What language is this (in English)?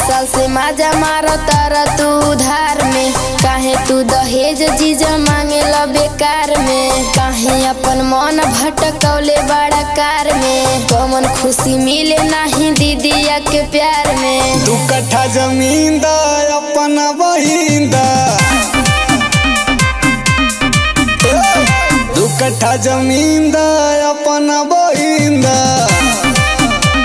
Bhojpuri